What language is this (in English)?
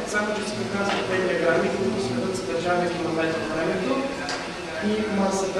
Bulgarian